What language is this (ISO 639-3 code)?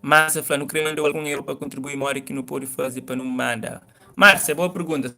kea